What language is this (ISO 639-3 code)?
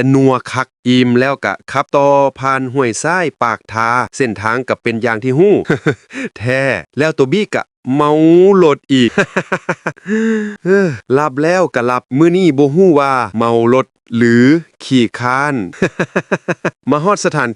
lao